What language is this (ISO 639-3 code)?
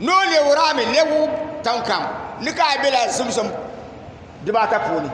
dag